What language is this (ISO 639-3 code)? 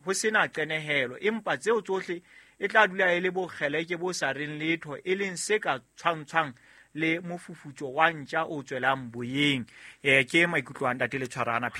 sot